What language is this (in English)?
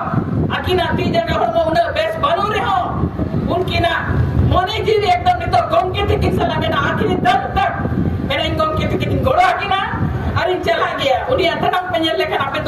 Santali